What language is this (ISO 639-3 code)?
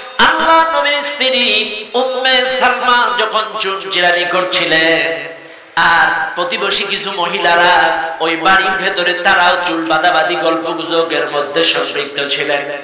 ben